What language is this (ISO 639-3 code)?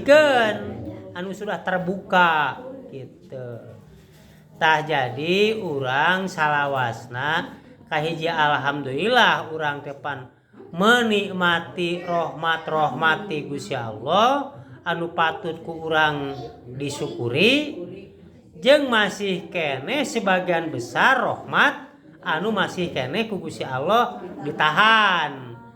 sun